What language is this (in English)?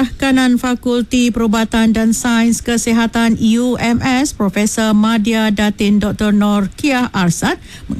Malay